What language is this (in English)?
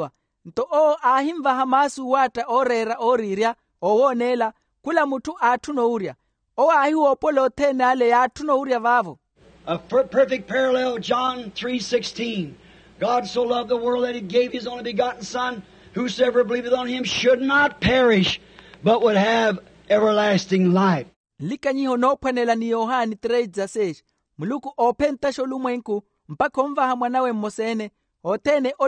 Makhuwa